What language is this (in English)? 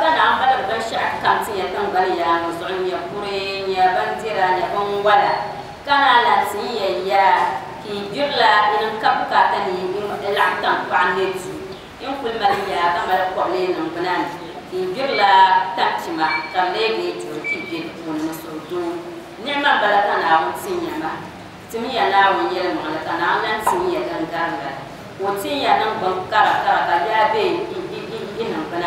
Dagbani